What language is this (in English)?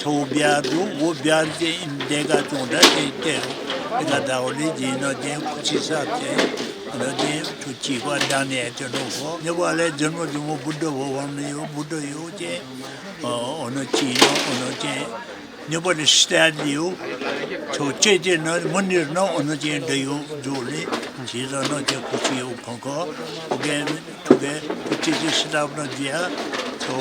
Newari